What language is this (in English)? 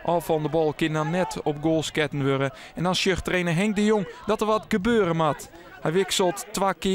Western Frisian